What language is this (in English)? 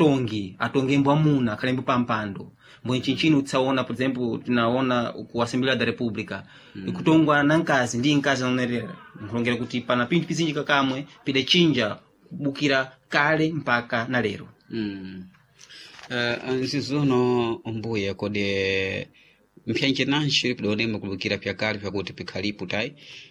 Sena